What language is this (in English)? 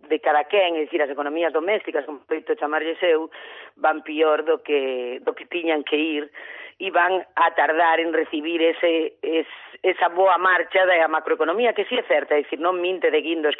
Galician